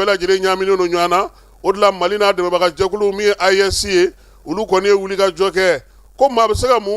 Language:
Bambara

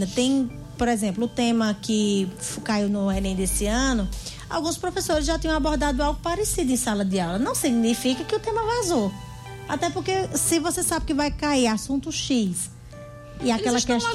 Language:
Portuguese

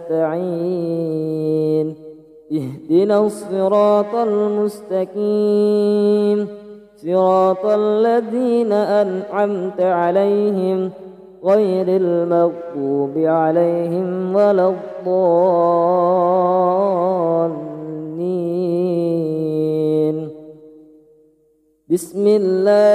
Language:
Arabic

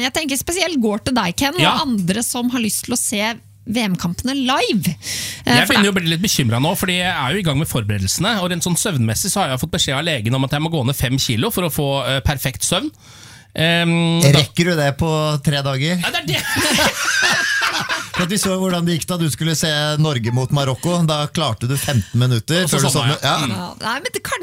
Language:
Norwegian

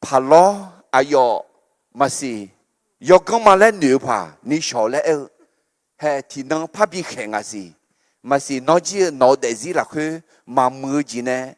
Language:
Akha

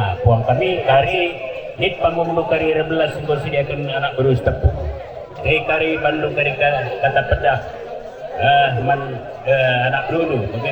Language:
Batak Karo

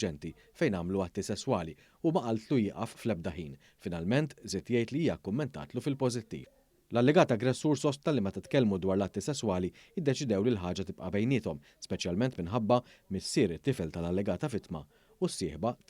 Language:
Maltese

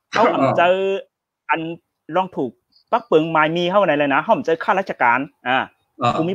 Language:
Shan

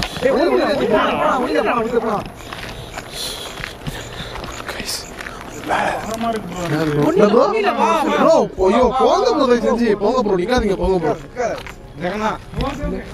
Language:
Tamil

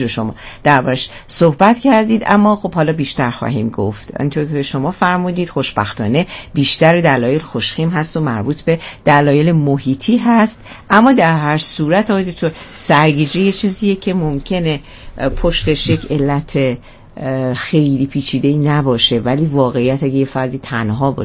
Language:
Persian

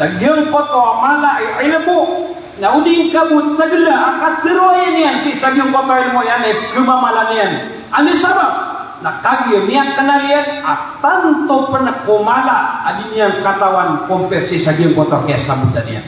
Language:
Maranao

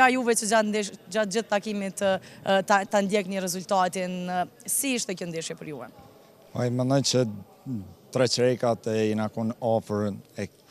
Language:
Albanian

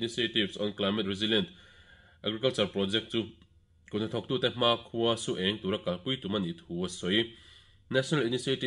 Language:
Mizo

